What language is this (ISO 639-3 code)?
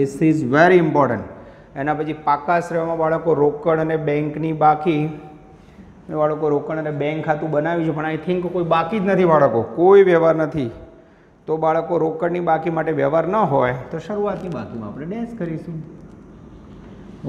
guj